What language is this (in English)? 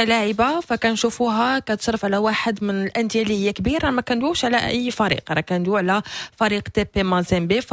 Moroccan Arabic